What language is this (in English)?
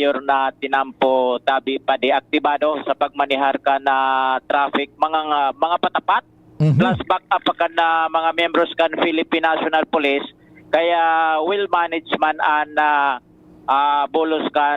Bikol